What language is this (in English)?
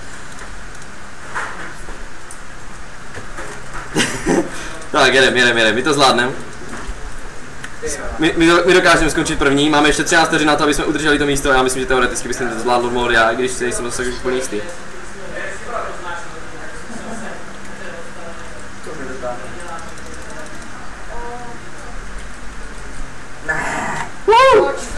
Czech